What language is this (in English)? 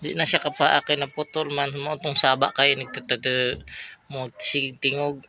Cebuano